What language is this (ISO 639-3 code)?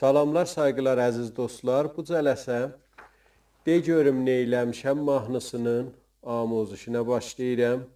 azb